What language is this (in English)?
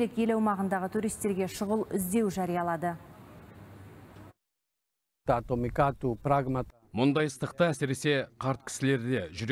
Kazakh